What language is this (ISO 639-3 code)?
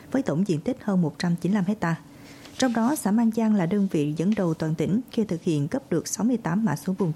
vie